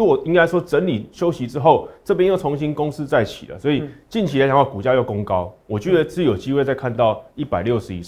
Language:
Chinese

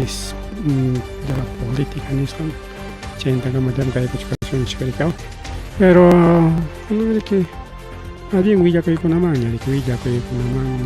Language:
Ayacucho Quechua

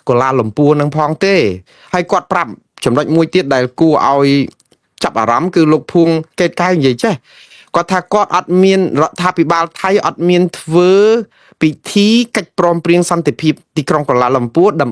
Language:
Khmer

